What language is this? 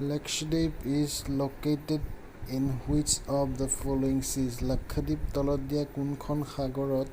Assamese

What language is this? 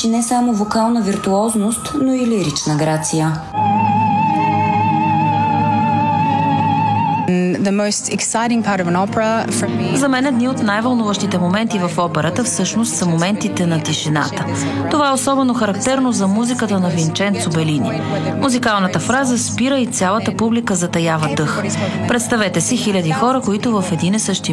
Bulgarian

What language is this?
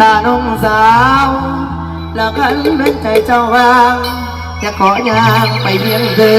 Northeastern Thai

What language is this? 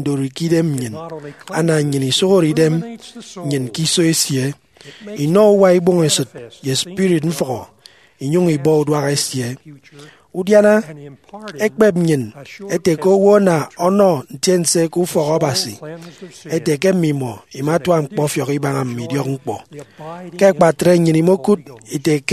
Efik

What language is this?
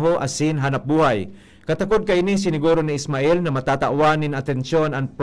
Bikol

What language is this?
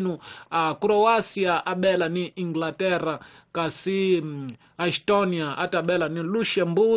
Tsonga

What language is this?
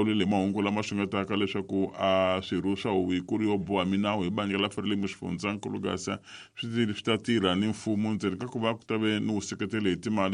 Tsonga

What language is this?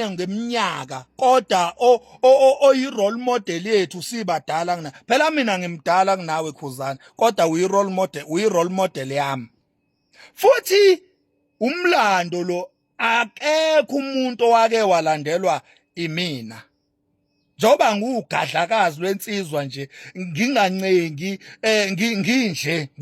Zulu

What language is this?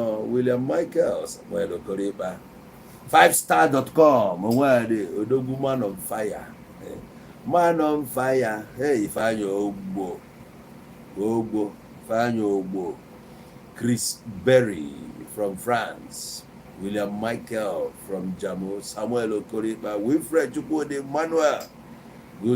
Igbo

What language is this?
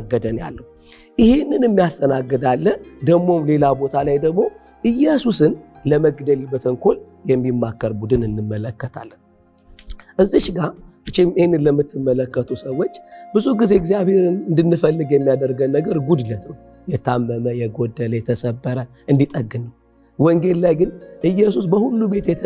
Amharic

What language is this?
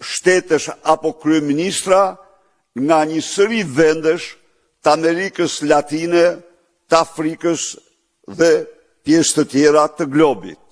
Albanian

